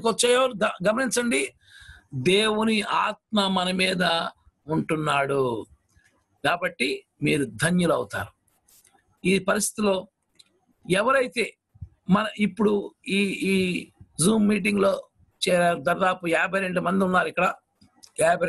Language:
Telugu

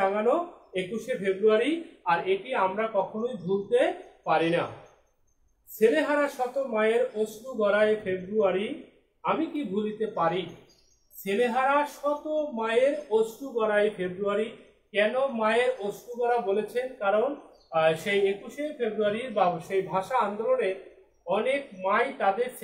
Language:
Bangla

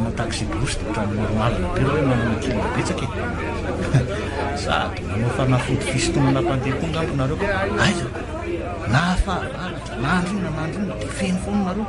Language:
Malagasy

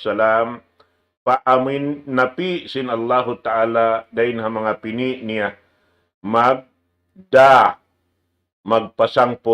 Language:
Tausug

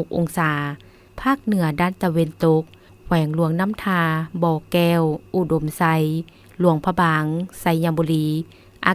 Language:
Lao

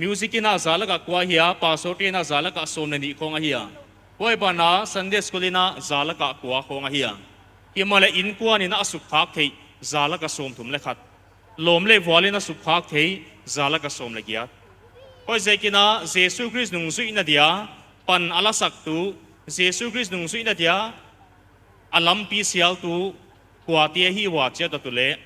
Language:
Paite Chin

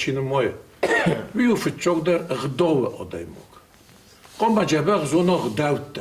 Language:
Ossetic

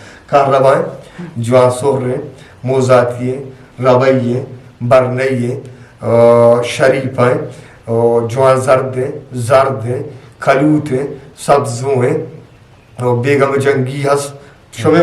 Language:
Eastern Balochi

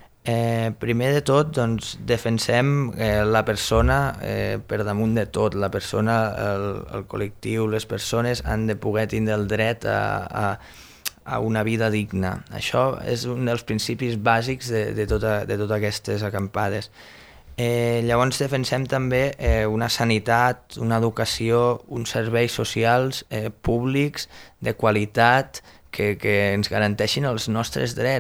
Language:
Catalan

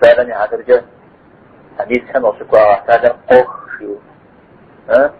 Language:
Kabardian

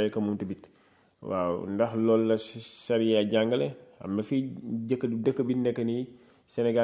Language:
Wolof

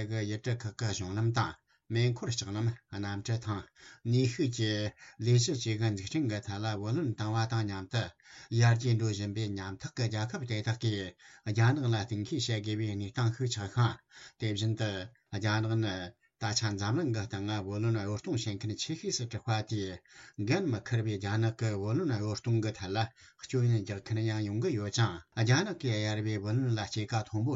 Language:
Tibetan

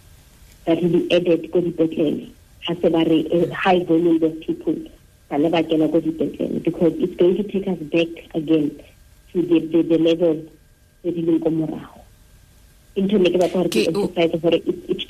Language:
Tswana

